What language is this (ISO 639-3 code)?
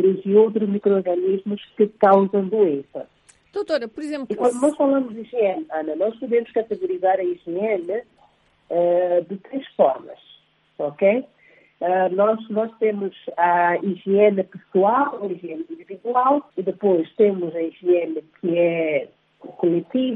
por